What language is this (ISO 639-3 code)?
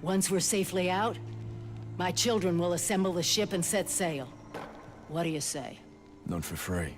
bar